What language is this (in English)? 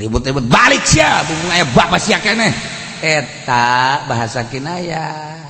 Sundanese